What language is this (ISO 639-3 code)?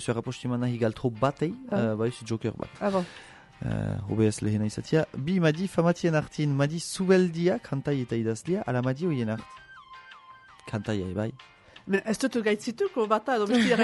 eus